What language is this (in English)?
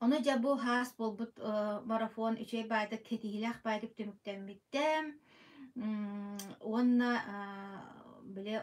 Yakut